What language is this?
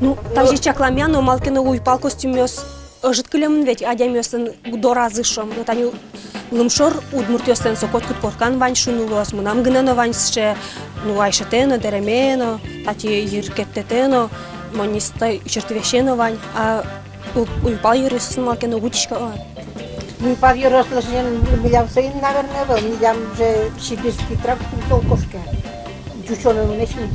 Udmurt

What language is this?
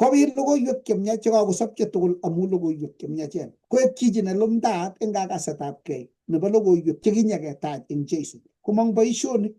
Kalenjin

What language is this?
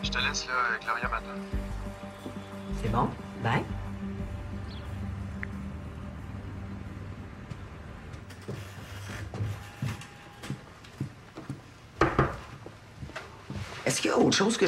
French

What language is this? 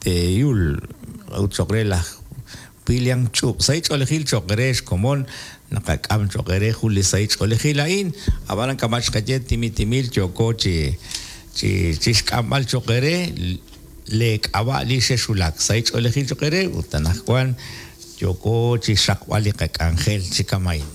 Kekchí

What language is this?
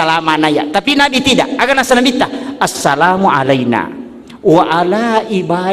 Buginese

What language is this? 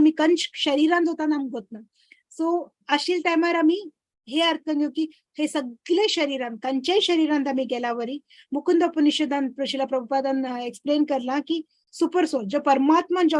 Konkani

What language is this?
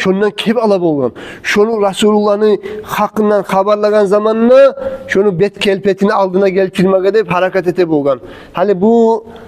Kumyk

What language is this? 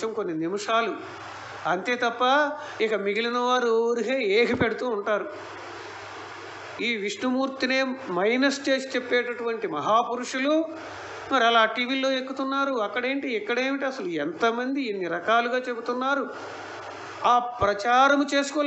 Telugu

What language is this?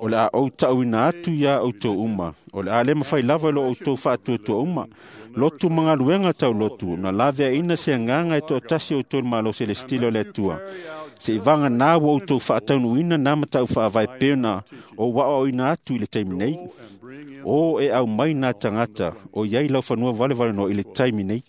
Samoan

